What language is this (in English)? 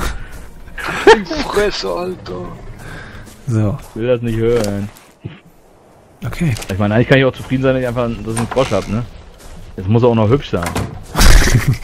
German